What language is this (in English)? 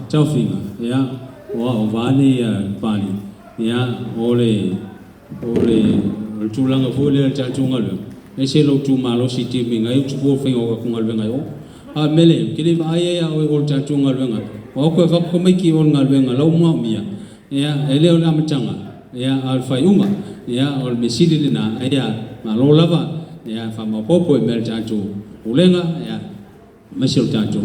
Samoan